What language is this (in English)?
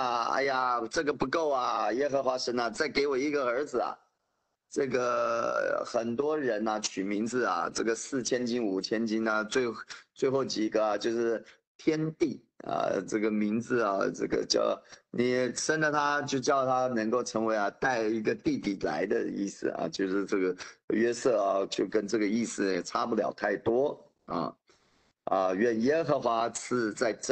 Chinese